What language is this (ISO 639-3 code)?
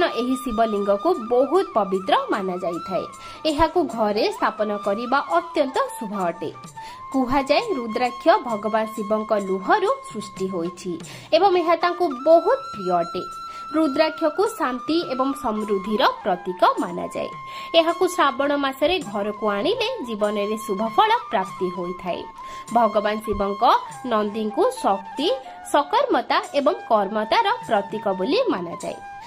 ori